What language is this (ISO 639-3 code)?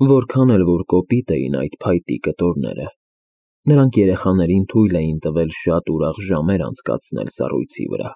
hye